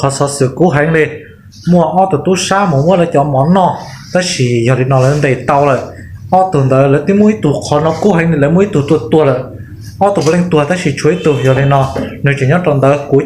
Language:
Hmong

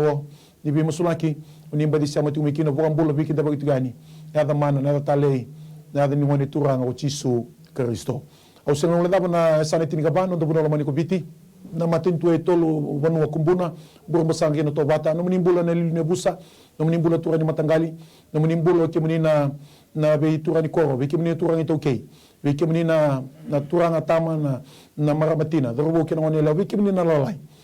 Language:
Fijian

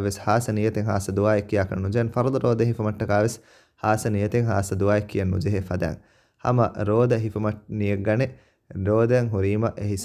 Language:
Divehi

